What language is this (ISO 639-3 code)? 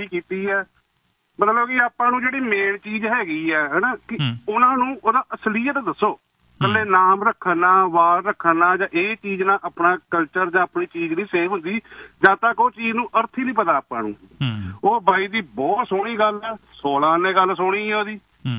pan